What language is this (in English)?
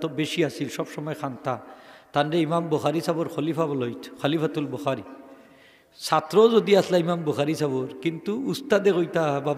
Sylheti